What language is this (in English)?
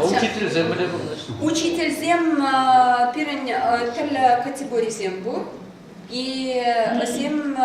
Chuvash